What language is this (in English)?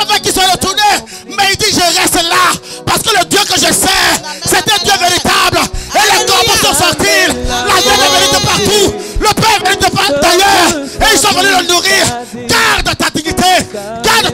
French